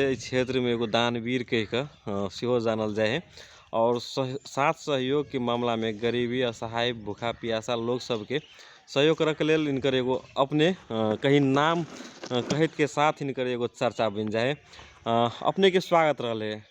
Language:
Magahi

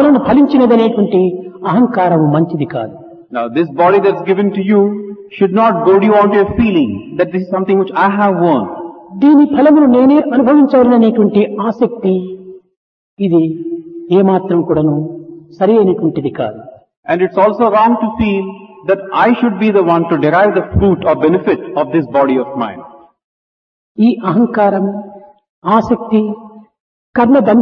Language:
Telugu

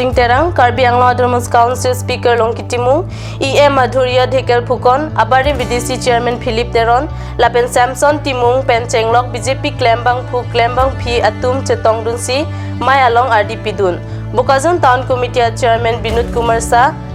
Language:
Karbi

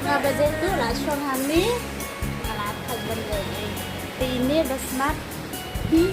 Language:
Khasi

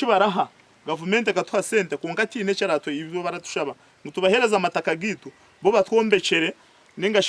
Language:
Nyankole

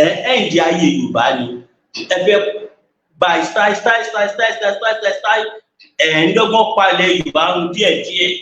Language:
Yoruba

